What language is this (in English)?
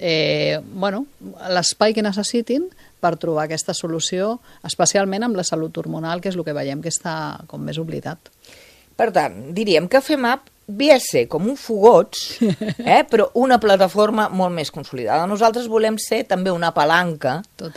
Catalan